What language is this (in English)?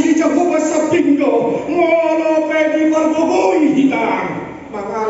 Batak Toba